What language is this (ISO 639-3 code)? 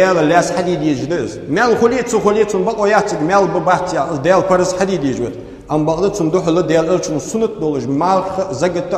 inh